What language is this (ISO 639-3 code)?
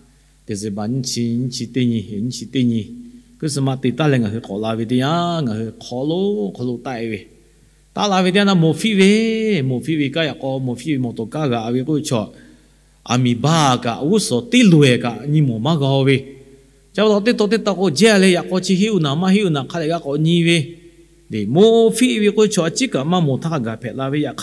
lhu